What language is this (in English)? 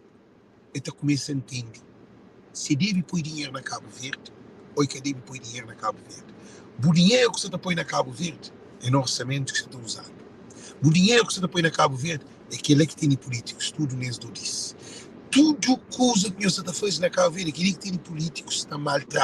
Kabuverdianu